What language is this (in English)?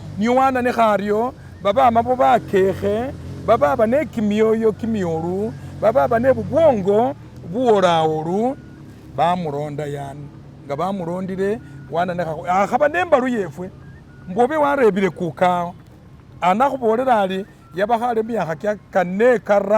Masaaba